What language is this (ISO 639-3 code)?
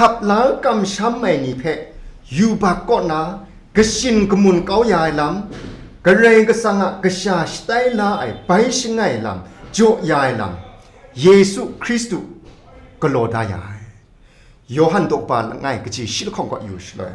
kac